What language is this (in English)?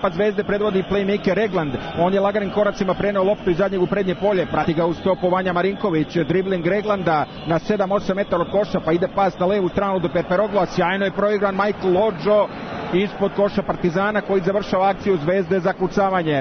Serbian